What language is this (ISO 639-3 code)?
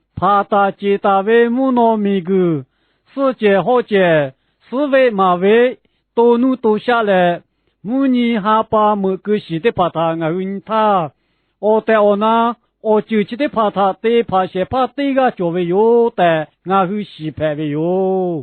lhu